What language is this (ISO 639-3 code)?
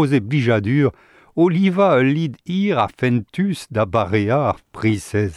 bre